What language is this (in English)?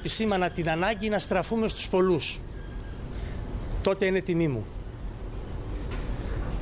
Greek